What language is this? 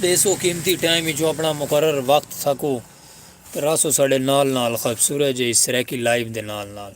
Saraiki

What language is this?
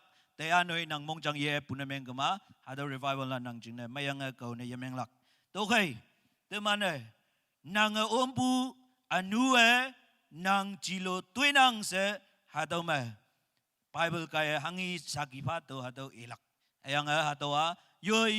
Naga Pidgin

